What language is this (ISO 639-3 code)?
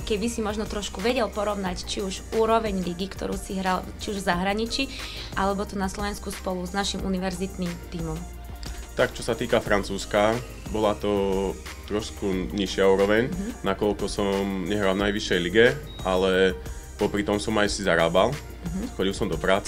slk